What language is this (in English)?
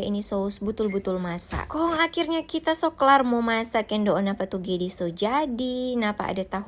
Manado Malay